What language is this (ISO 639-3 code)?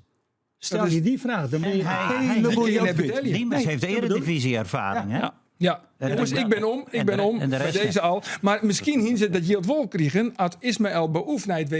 fry